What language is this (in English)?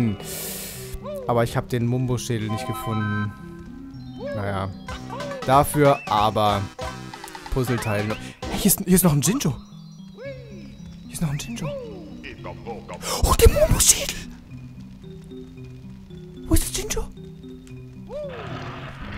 German